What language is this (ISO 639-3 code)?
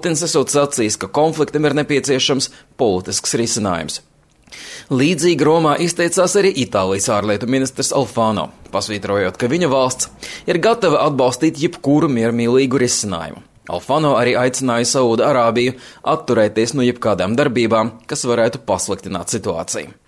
lav